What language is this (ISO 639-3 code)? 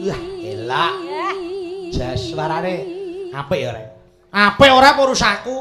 jav